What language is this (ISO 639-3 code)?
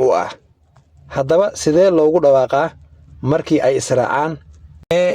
som